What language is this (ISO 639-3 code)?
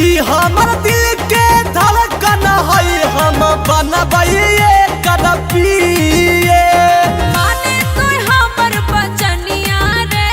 mag